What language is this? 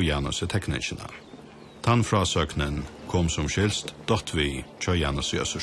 Faroese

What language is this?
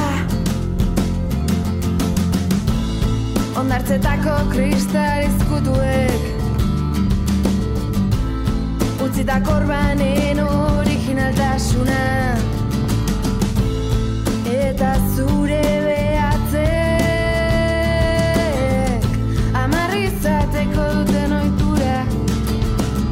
Basque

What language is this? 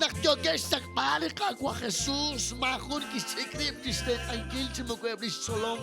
Kekchí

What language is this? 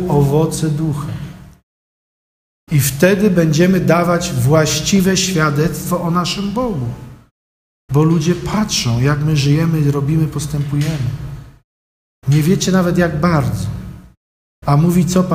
Polish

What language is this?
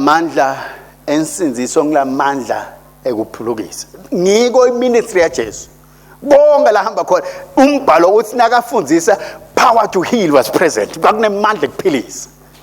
Swati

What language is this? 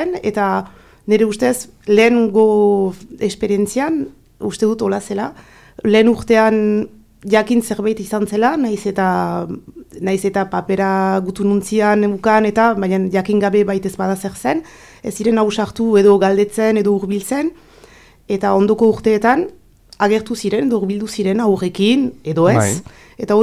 Basque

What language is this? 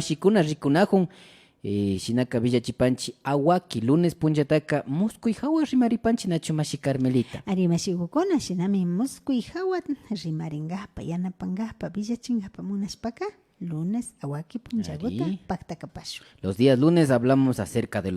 Imbabura Highland Quichua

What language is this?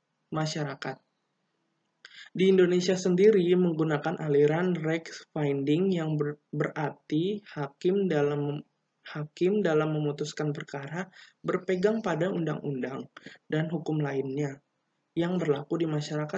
Indonesian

